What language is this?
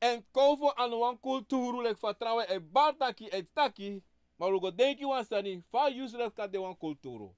Sranan Tongo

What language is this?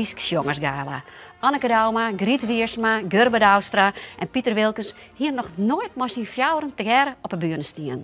Western Frisian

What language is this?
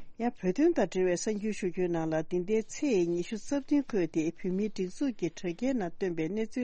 Tibetan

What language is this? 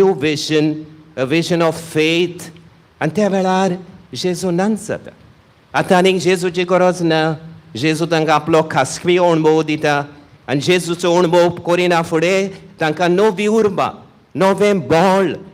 Konkani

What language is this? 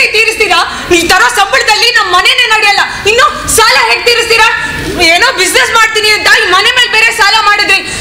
Kannada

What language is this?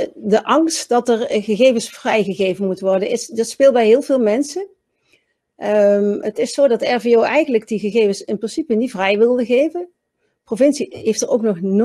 Dutch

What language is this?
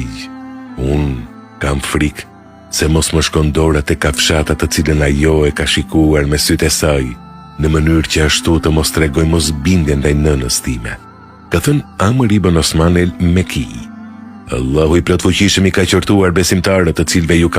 Albanian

